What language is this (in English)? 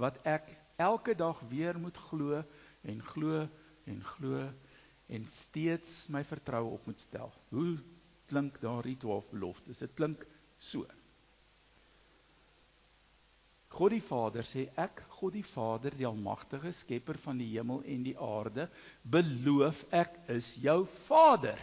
Afrikaans